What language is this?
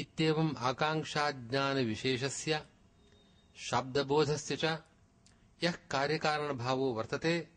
Sanskrit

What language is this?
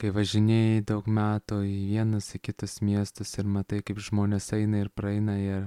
Lithuanian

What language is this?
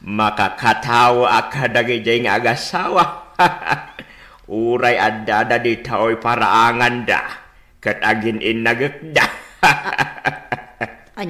Iloko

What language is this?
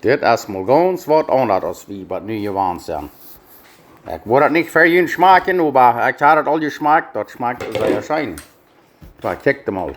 Plautdietsch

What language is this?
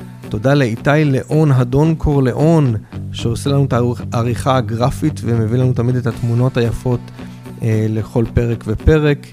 Hebrew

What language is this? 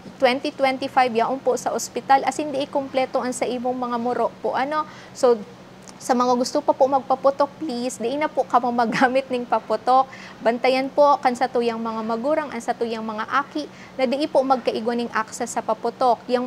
Bikol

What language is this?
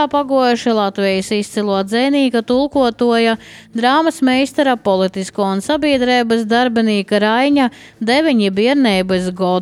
Latvian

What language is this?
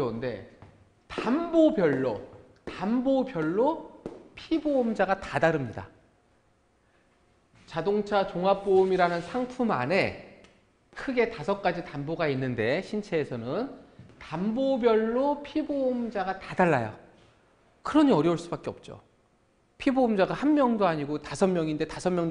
Korean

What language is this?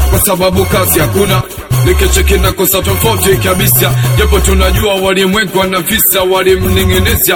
Swahili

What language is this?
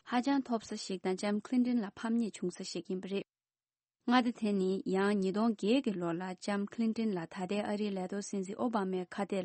Tibetan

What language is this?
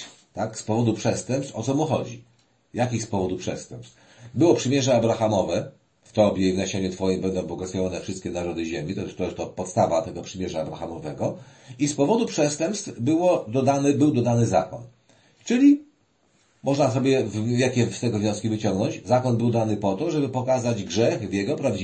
Polish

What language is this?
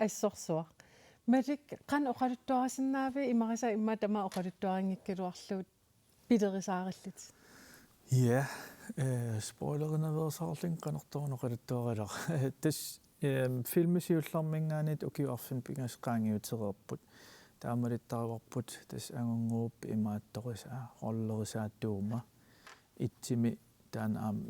Kalaallisut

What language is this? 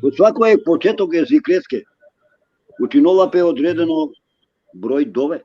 Balkan Romani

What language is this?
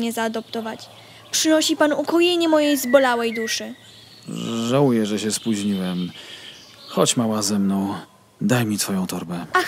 Polish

